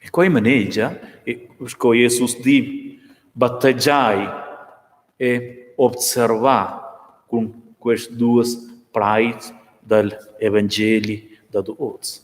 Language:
Romansh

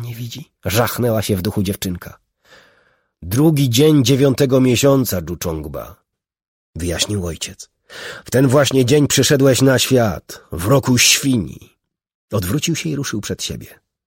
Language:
Polish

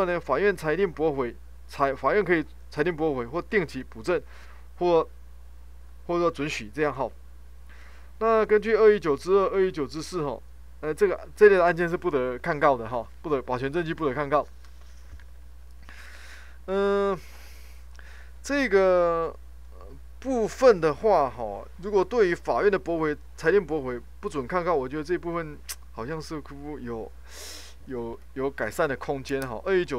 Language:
Chinese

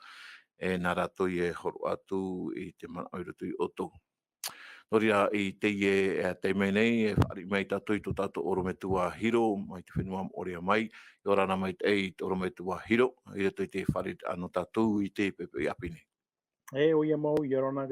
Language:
Tahitian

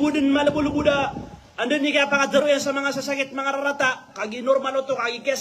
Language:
Maranao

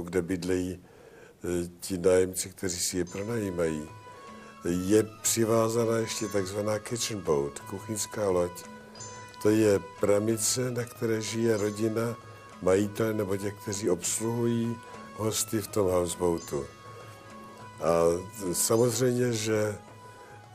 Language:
Czech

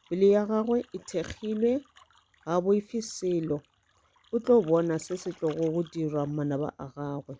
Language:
Northern Sotho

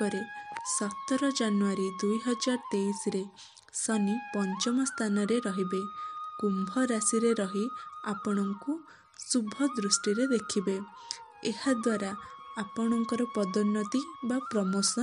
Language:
Odia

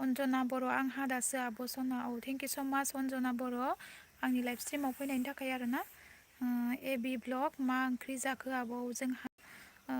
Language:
Bodo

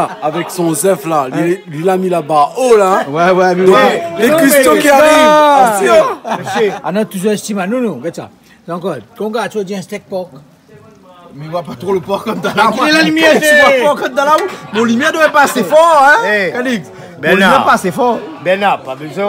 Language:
Réunion Creole French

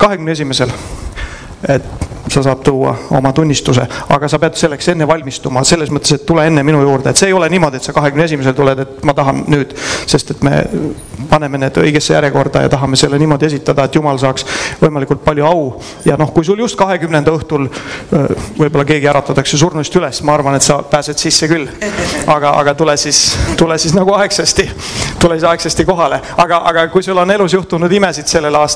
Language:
Estonian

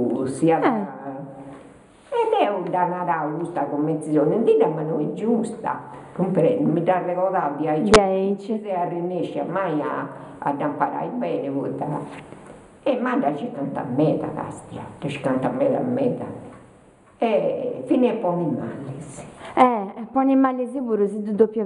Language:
Sardinian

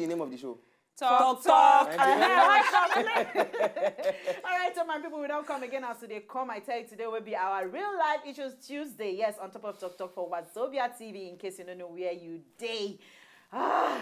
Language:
Nigerian Pidgin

